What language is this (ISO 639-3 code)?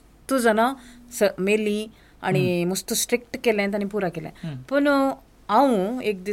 kok